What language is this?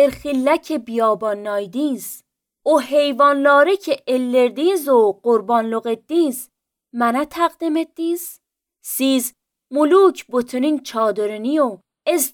Azerbaijani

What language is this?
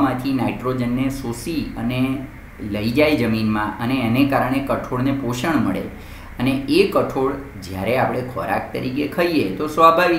Gujarati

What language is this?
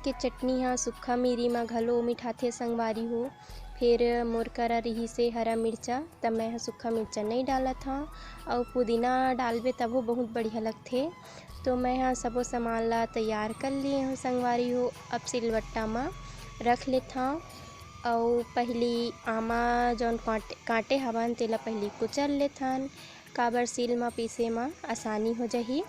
Chhattisgarhi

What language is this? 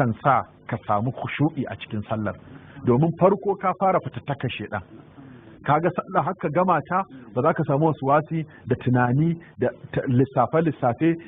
Hausa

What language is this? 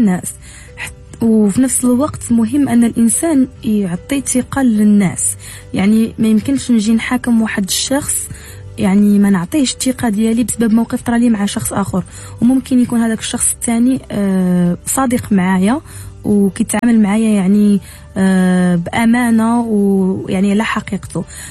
Moroccan Arabic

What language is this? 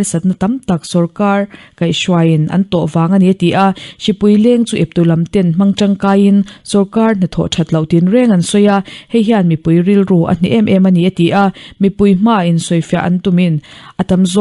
Mizo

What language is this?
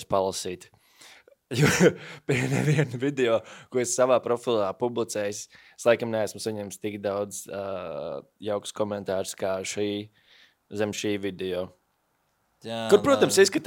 Latvian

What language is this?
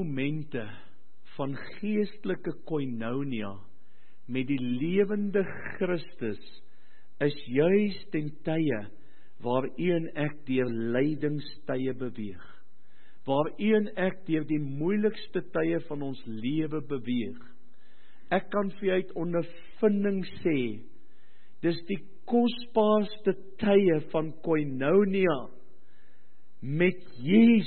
Afrikaans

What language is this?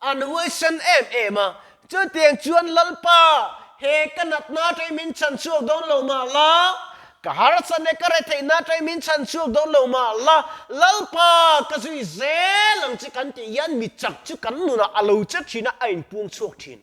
Mizo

